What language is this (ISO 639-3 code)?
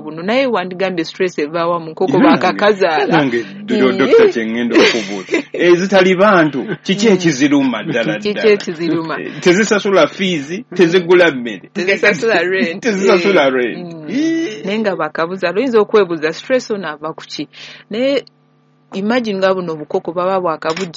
lug